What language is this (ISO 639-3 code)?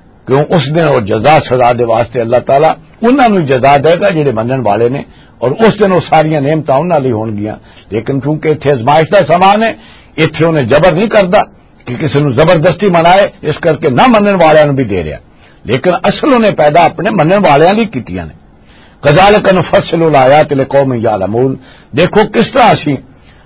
lah